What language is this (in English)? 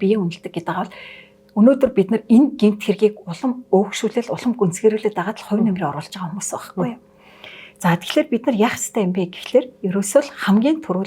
Mongolian